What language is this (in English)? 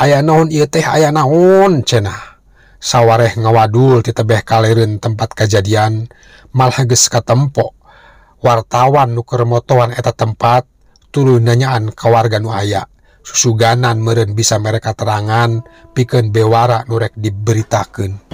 Sundanese